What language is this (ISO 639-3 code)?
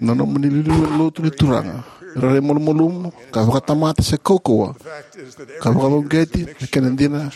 fij